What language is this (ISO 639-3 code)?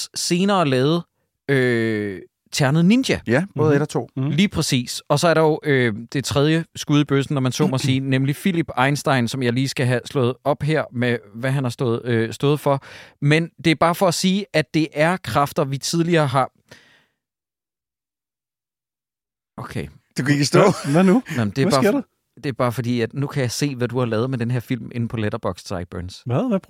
dan